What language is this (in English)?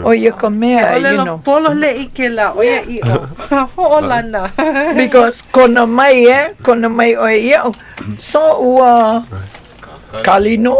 Hawaiian